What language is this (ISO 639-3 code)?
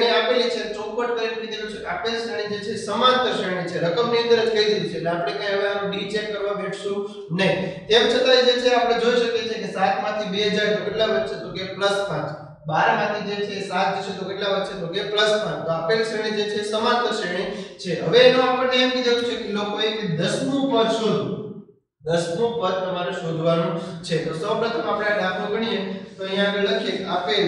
guj